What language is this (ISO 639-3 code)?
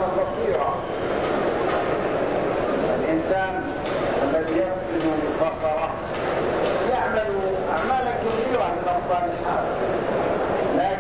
ara